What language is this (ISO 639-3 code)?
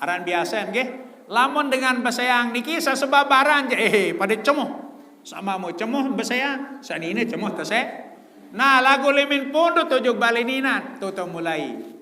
sas